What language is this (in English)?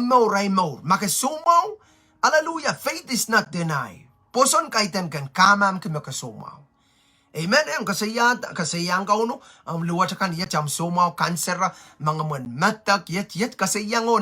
Pohnpeian